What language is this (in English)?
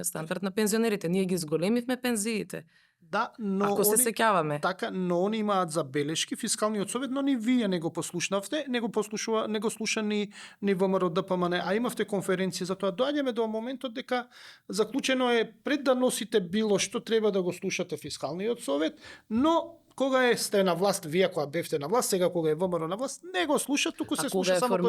Macedonian